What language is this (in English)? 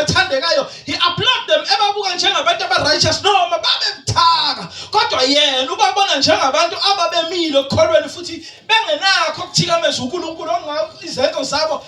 Zulu